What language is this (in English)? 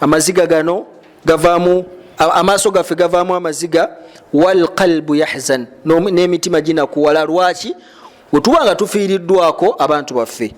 Ganda